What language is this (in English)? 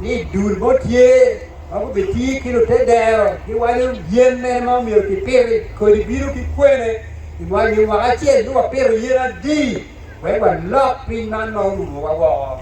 Acoli